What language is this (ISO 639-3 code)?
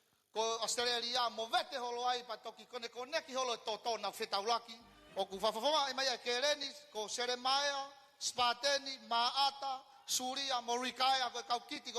ton